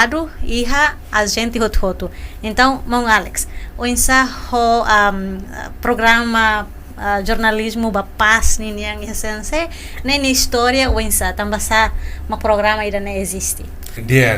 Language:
Tetum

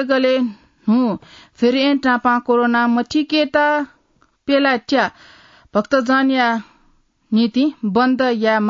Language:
Newari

